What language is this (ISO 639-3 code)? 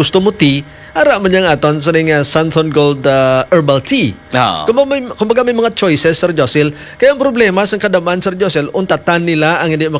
hil